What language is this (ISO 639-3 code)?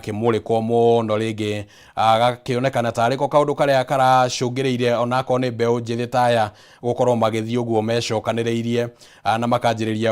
kik